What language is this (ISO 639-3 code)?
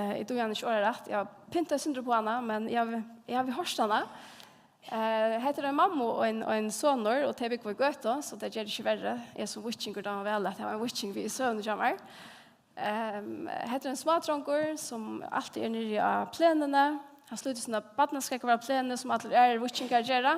fao